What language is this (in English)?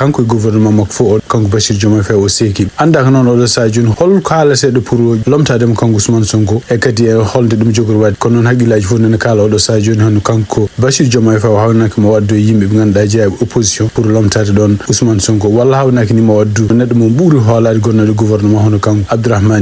Fula